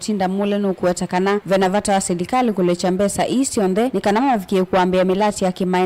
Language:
Kamba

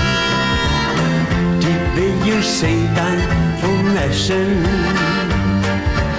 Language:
Danish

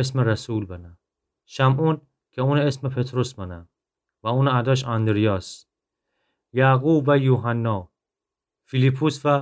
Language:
Gilaki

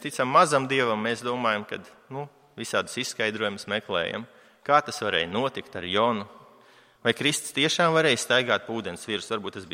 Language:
Latvian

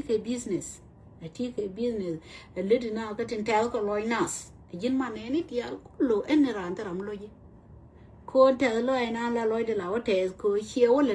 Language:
Nuer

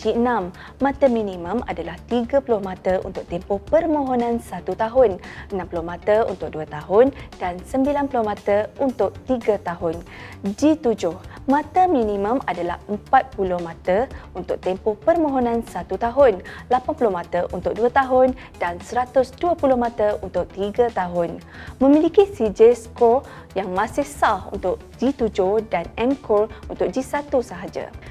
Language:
Malay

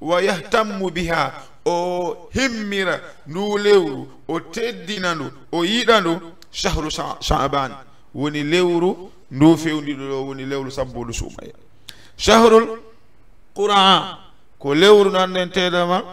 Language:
Fula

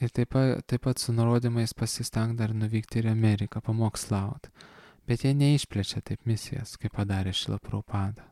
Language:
Lithuanian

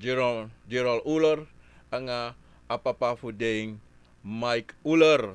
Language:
Sranan Tongo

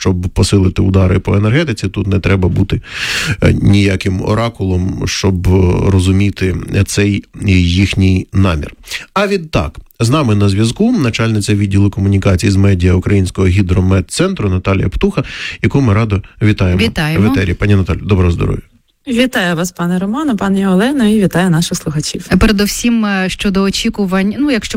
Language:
Ukrainian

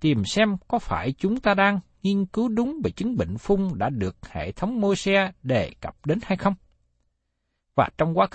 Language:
Vietnamese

